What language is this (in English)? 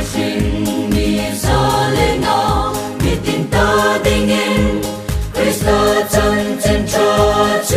Hmar